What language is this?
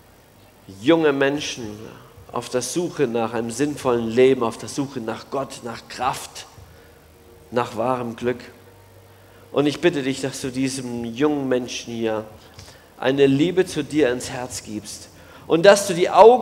German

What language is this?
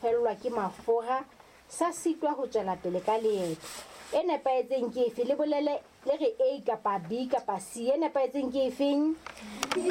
Southern Sotho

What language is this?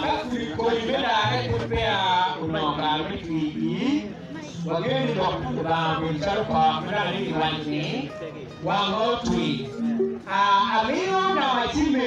Acoli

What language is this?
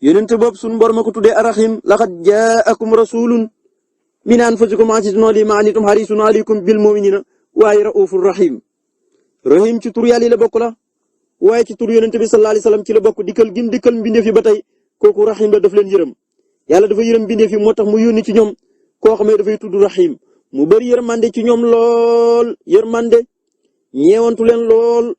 Wolof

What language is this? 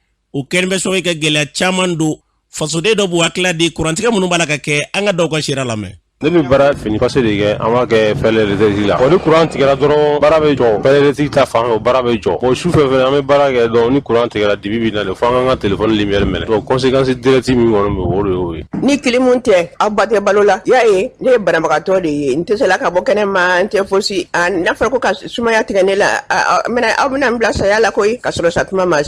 Bambara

